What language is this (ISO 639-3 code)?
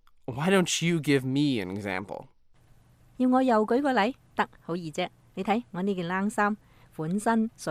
yue